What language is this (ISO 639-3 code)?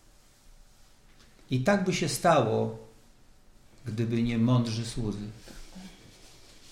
pol